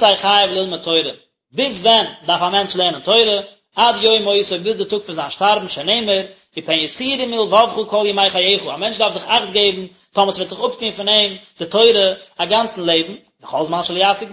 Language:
Yiddish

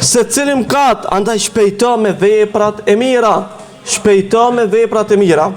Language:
Albanian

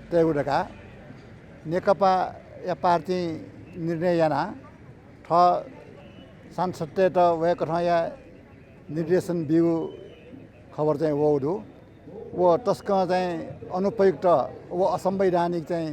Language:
Newari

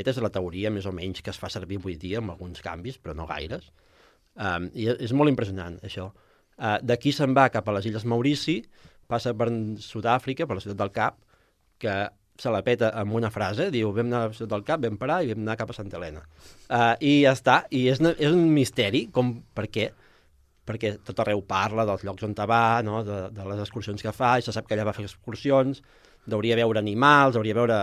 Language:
Catalan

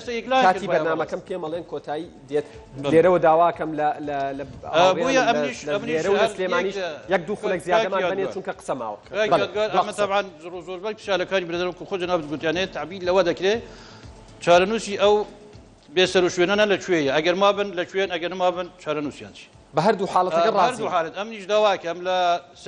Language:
Central Kurdish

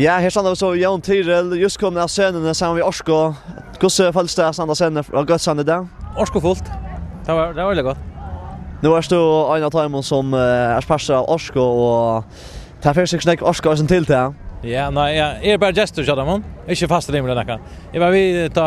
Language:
Faroese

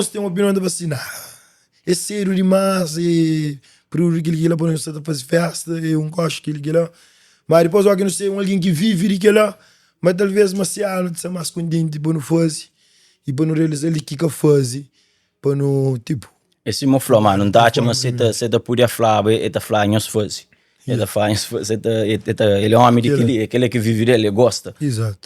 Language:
Kabuverdianu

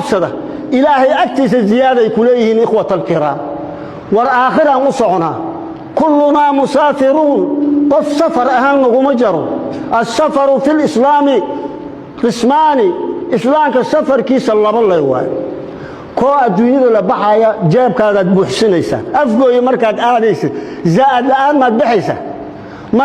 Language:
Somali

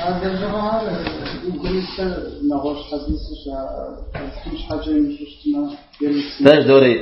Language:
Kabardian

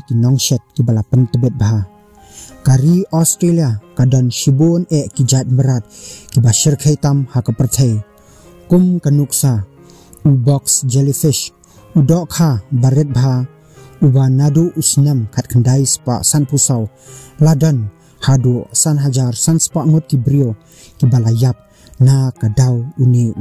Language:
Khasi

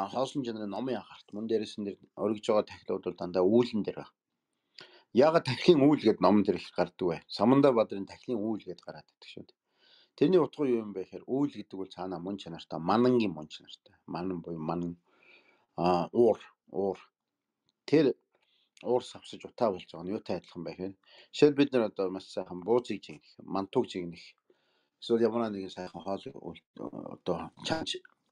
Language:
Mongolian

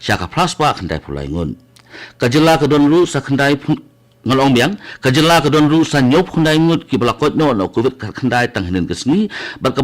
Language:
Khasi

